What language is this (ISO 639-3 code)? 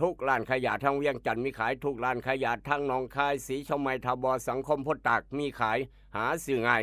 tts